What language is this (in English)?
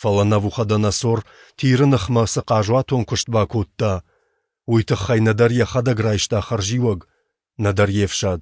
Ossetic